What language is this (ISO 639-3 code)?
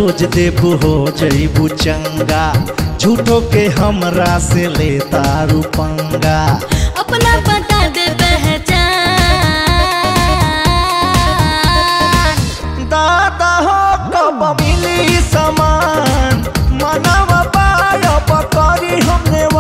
bho